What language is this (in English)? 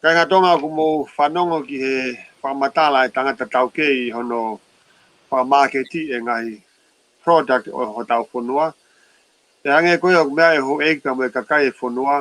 Tongan